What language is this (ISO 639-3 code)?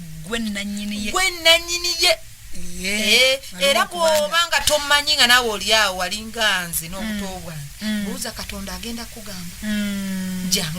lug